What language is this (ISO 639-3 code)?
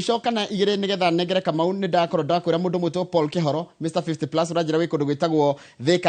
kik